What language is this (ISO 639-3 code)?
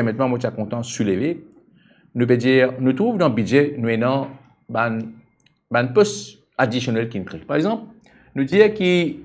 mfe